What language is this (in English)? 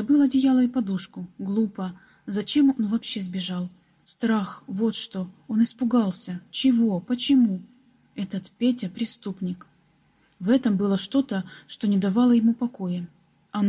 Russian